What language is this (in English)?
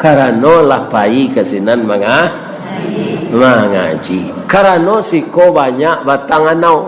Minangkabau